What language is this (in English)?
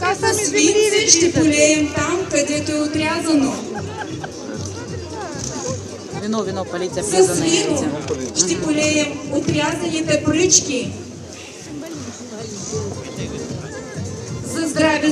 Bulgarian